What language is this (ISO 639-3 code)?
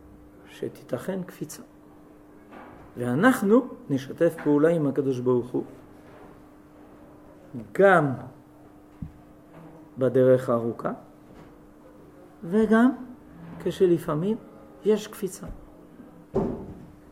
heb